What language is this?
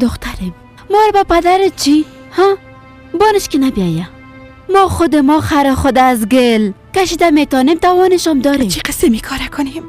Persian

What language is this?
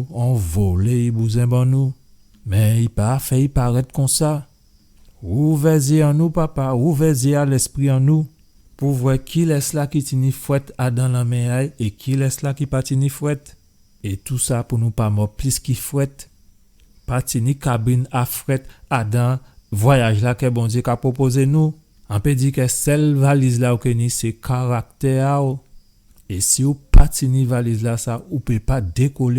Guadeloupean Creole French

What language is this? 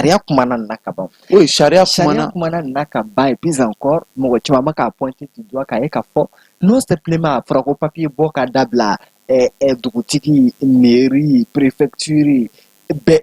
Bambara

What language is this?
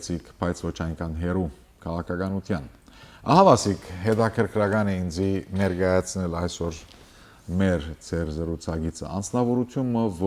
Western Armenian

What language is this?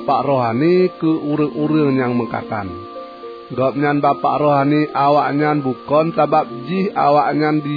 Achinese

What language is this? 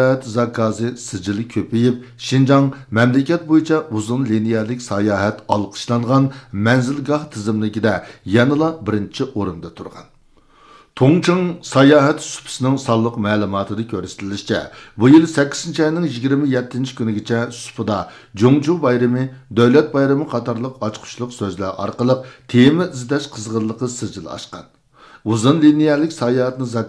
Uyghur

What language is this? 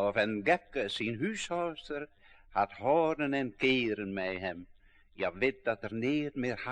Western Frisian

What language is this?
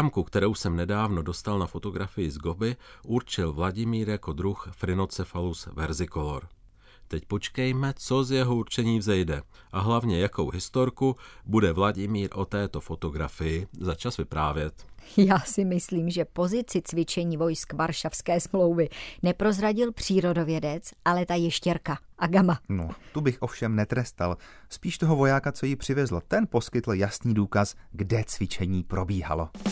Czech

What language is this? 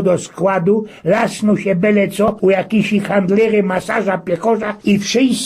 Silesian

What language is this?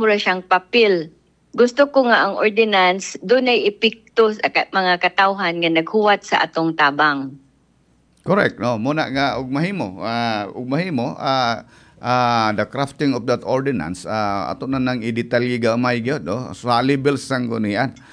Cebuano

